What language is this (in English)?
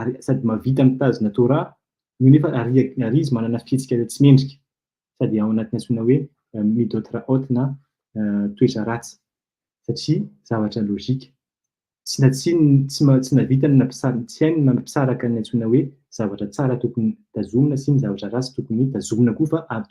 Malagasy